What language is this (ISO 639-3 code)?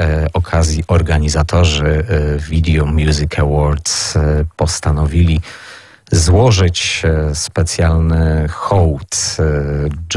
pol